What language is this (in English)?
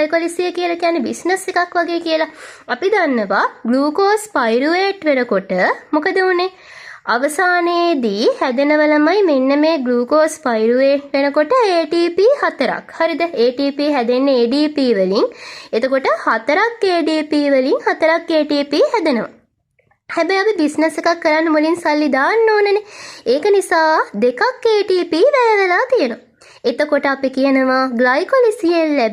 Sinhala